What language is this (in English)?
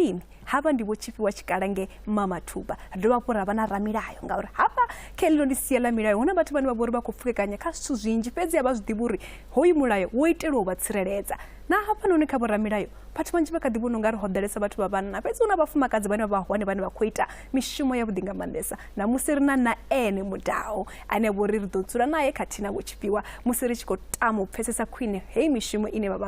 Venda